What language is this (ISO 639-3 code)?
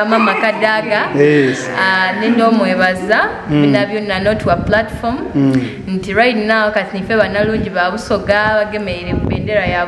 xog